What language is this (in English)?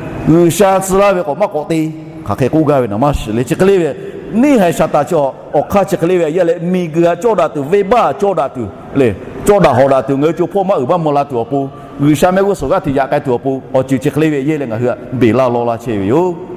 Lahu